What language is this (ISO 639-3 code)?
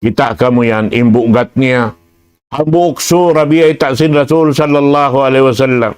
tsg